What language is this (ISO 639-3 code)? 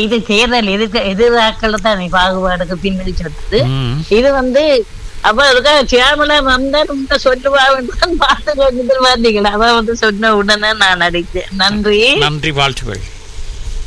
tam